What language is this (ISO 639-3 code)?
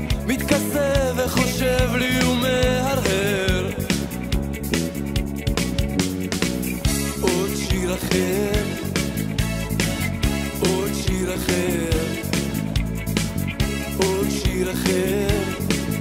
heb